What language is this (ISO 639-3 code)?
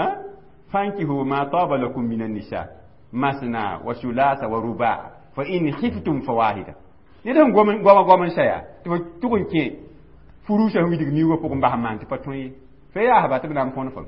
mos